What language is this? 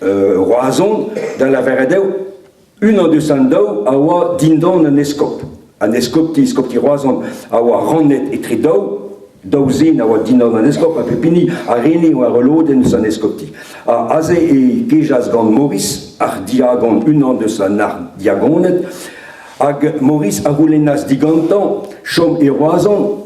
Breton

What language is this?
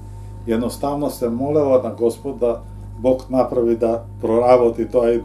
Macedonian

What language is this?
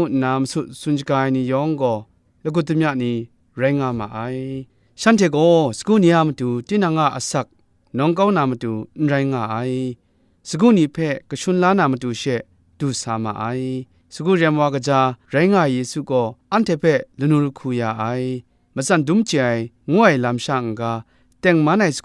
Kachin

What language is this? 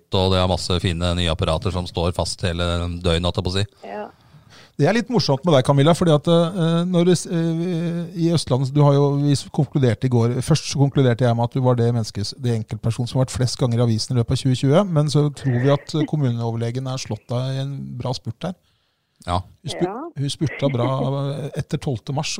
Norwegian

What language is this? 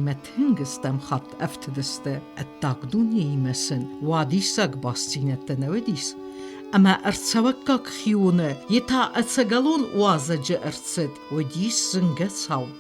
Ossetic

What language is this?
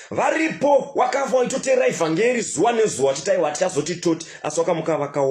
Shona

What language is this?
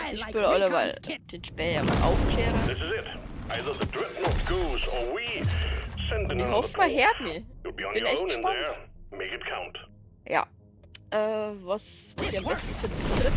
Bavarian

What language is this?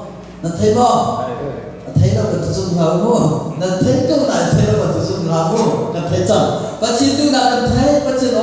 Hakha Chin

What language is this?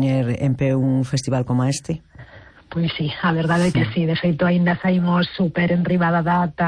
Galician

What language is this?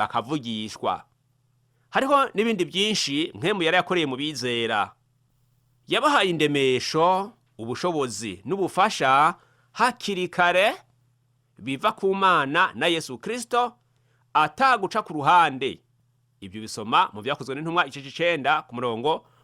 Rundi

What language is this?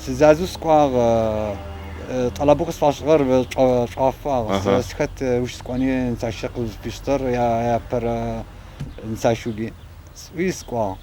Adyghe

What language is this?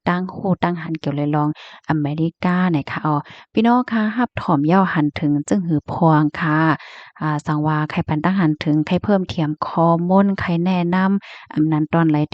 Shan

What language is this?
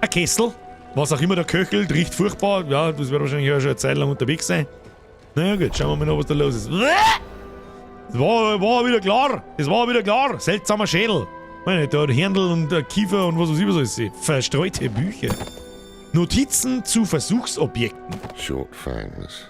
Bavarian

